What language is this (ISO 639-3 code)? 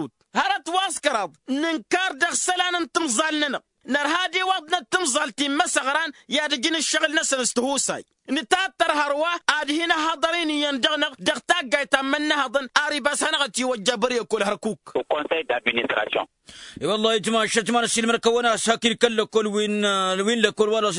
taq